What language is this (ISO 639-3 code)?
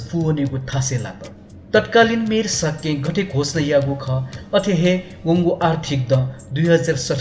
new